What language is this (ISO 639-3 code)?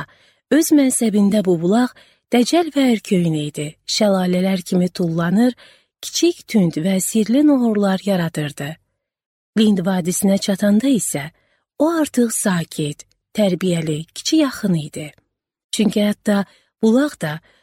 aze